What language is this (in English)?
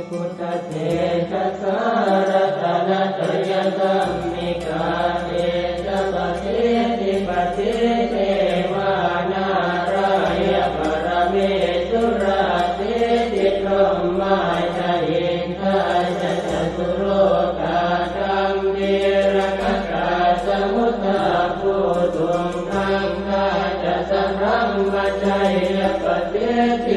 Pali